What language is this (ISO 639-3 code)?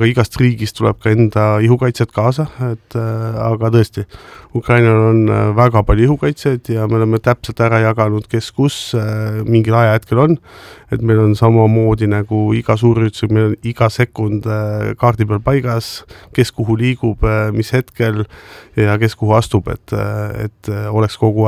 est